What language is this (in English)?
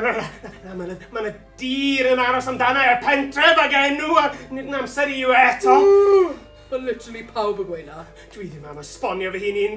Welsh